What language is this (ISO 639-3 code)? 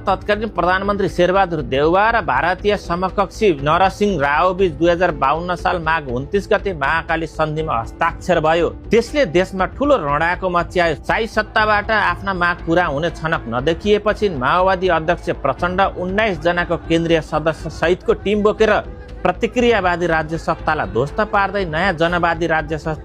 nep